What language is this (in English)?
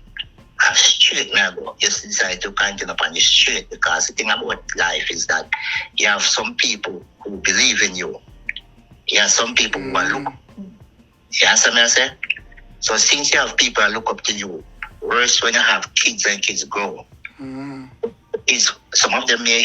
Jamaican Creole English